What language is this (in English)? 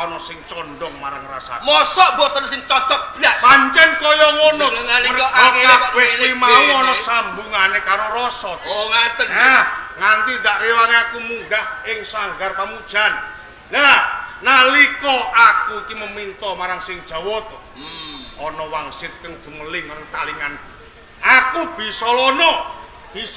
Javanese